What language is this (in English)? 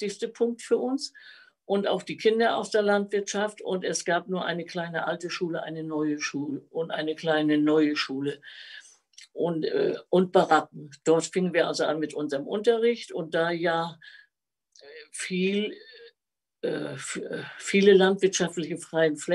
German